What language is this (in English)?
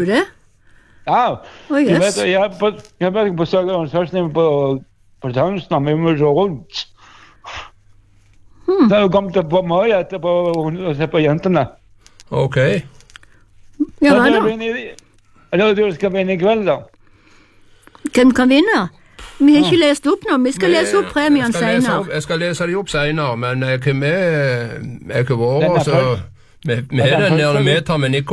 Norwegian